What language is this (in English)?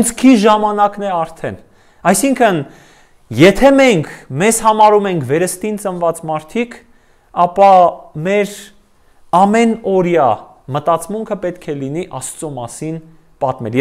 Armenian